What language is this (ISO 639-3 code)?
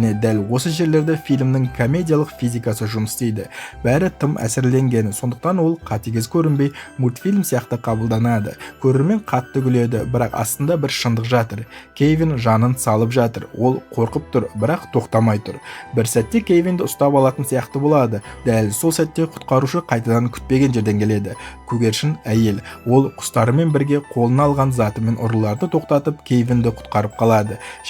kaz